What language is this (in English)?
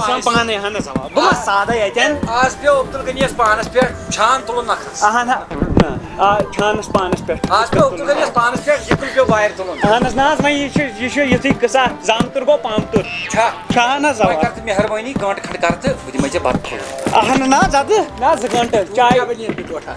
Kashmiri